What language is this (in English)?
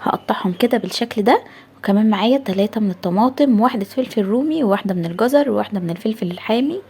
Egyptian Arabic